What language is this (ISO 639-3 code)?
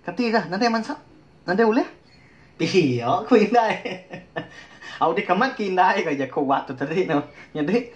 iba